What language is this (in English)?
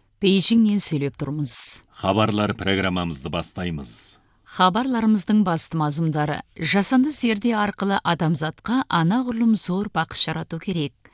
Kazakh